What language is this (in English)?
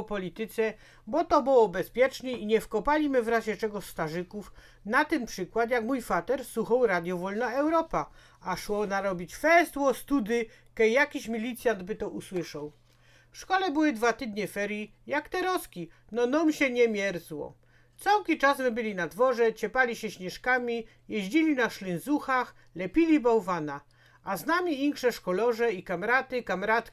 Silesian